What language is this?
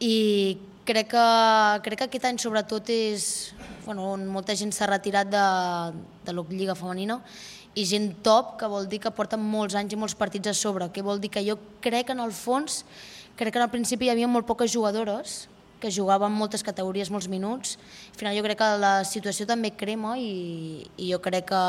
Catalan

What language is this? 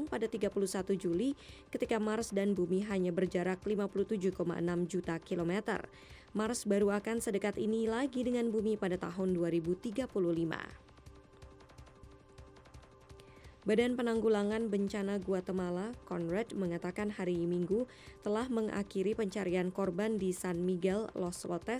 Indonesian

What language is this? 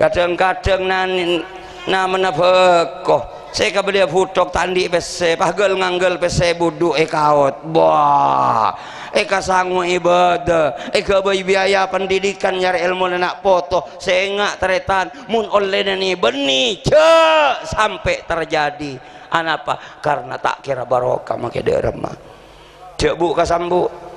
Madurese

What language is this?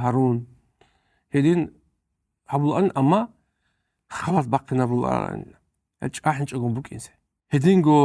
Avaric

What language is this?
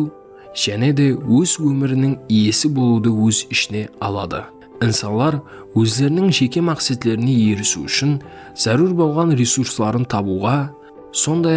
Kara-Kalpak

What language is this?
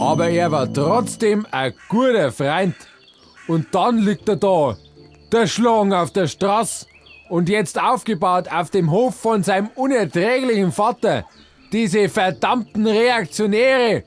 Bavarian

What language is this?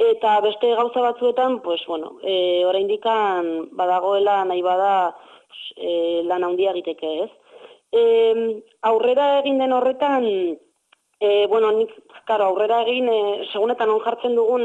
Basque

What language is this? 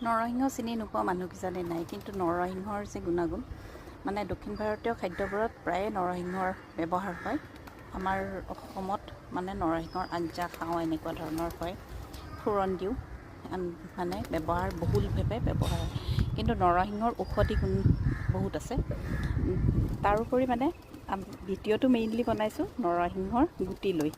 Assamese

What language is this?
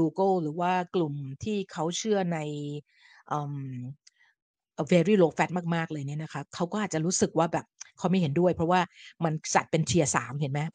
Thai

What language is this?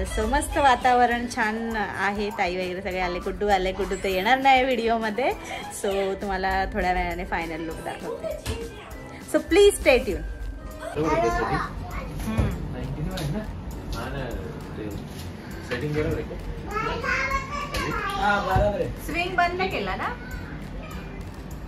Marathi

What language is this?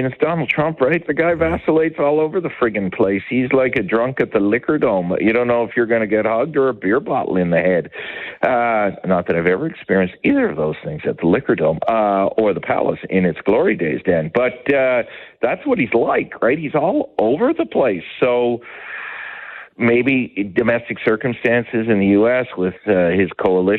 English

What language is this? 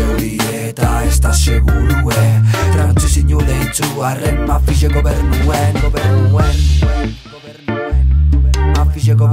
Basque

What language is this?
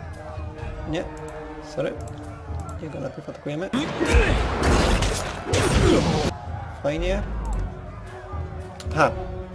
Polish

